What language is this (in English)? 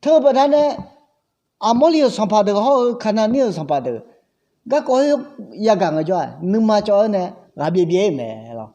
Akha